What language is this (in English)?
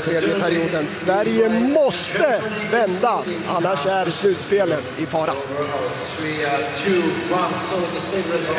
Swedish